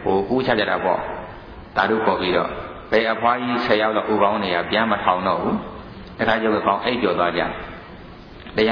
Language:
Burmese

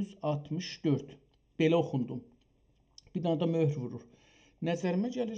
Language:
South Azerbaijani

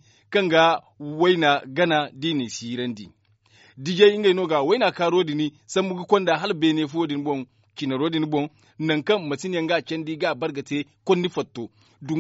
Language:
Zarma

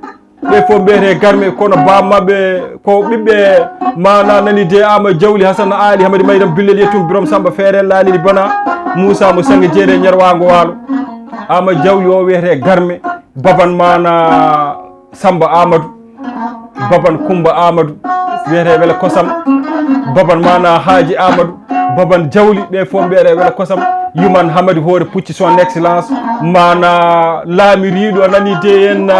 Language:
Fula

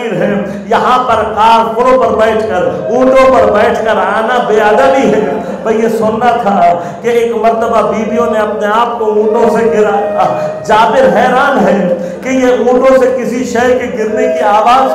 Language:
Urdu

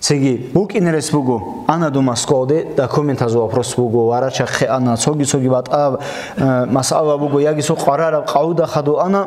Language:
Avaric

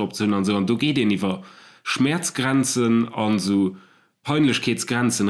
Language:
Luxembourgish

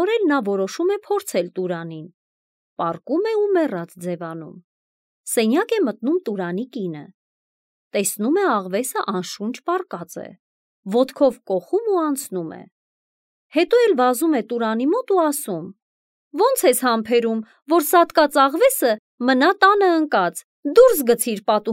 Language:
Armenian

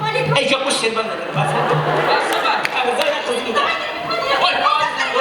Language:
Kara-Kalpak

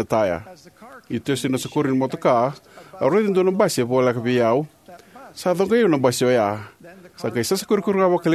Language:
Fijian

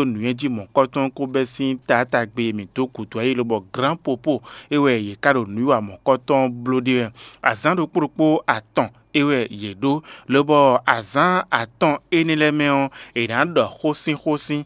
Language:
Fon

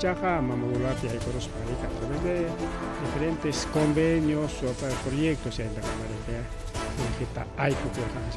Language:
Ayacucho Quechua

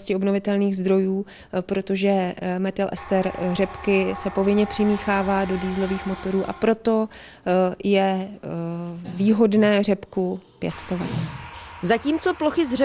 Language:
Czech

